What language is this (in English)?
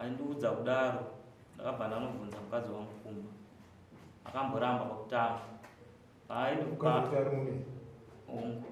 Shona